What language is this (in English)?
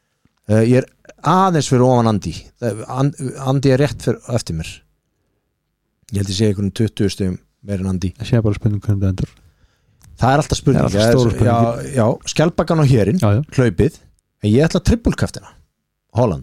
Icelandic